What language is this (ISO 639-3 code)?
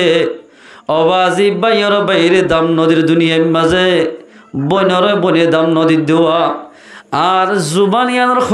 rhg